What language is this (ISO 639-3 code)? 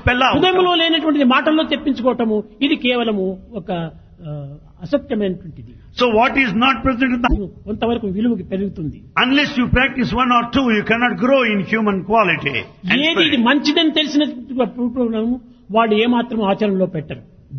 tel